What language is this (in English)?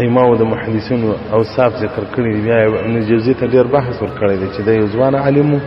Pashto